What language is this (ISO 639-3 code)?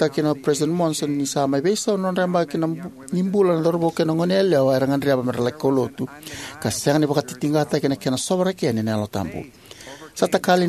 fij